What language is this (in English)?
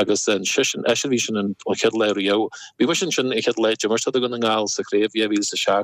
Irish